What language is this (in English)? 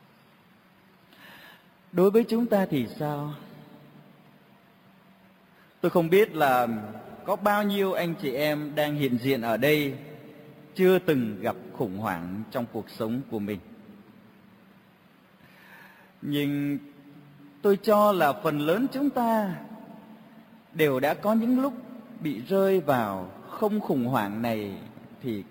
Vietnamese